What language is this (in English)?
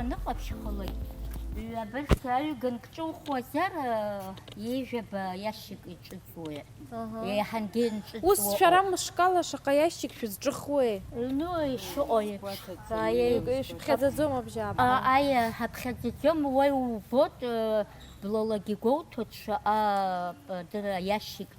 Abkhazian